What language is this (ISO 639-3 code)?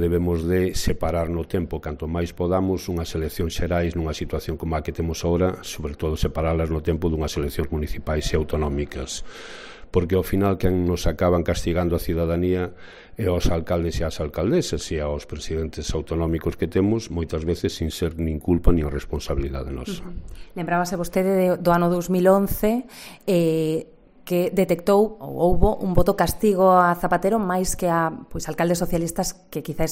glg